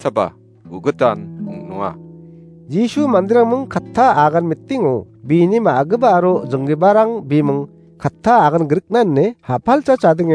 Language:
Garo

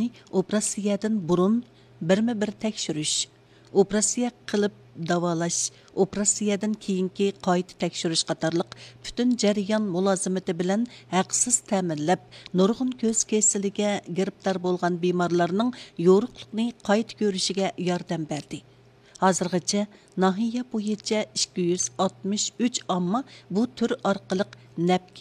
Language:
Uyghur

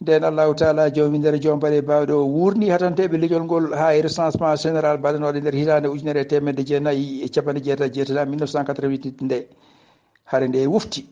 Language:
Fula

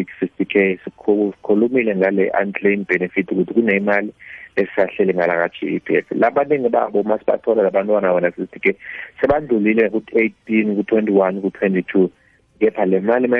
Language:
South Ndebele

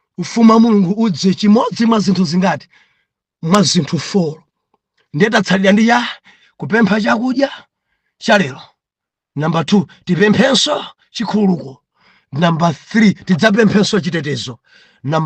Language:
Nyanja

